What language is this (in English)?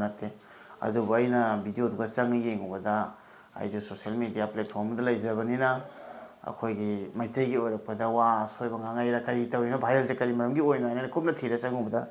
Manipuri